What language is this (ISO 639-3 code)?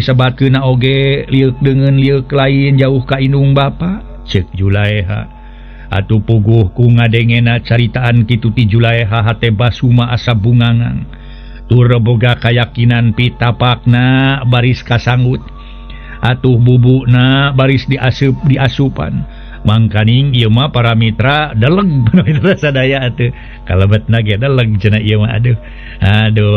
sun